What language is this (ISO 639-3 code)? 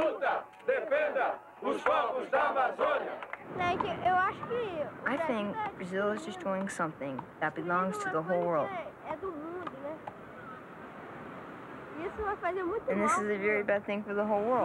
eng